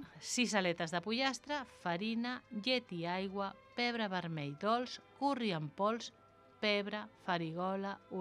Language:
Catalan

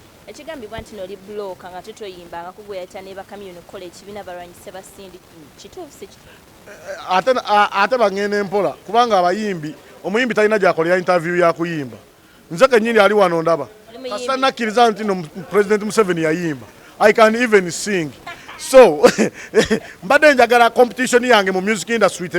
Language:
Ganda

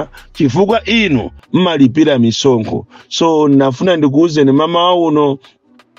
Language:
Nyanja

